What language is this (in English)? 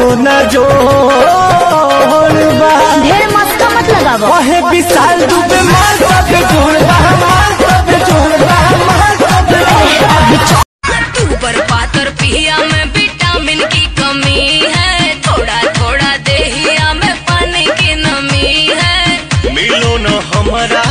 Bhojpuri